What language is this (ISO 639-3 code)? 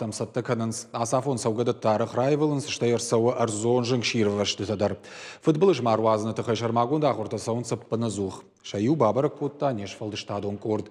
oss